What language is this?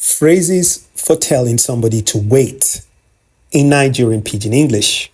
Nigerian Pidgin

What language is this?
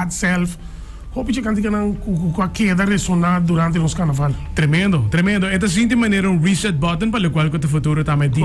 Papiamento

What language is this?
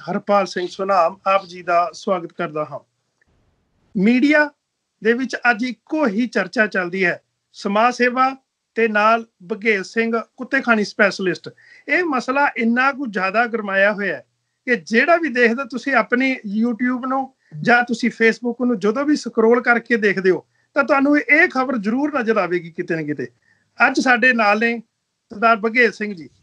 Punjabi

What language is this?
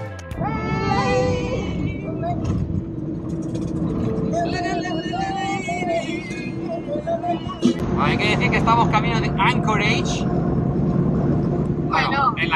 Spanish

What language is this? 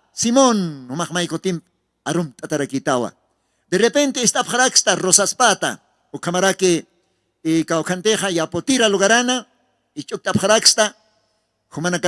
Aymara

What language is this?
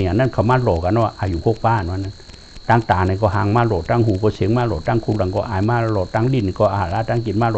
Shan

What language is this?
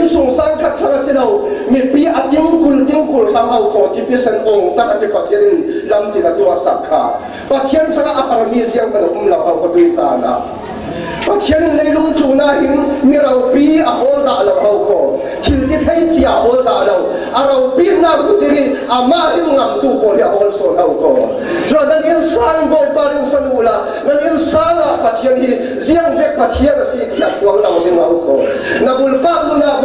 Falam Chin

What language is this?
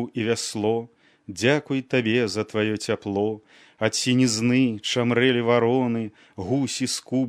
Belarusian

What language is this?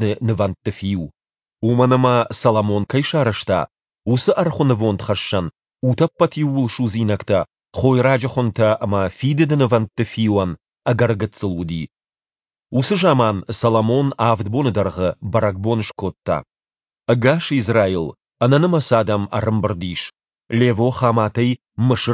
Ossetic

